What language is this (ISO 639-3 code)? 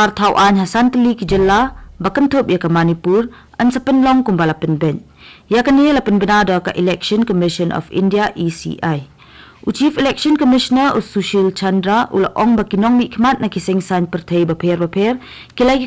kha